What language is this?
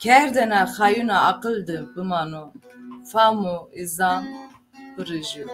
Zaza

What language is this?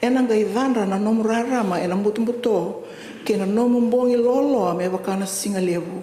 Fijian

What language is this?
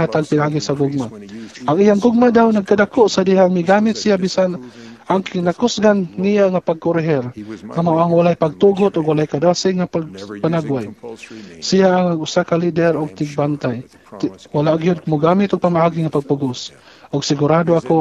Cebuano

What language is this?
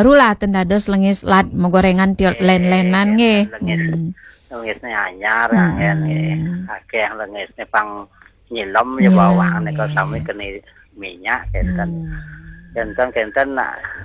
Balinese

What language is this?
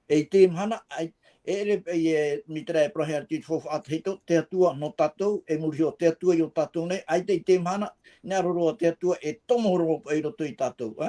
Tahitian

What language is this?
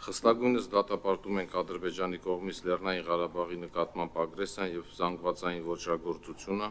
Armenian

